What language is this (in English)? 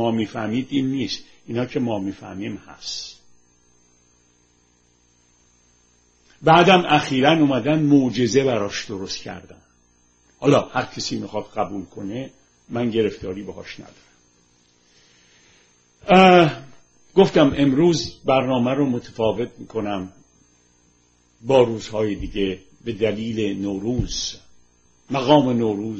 Persian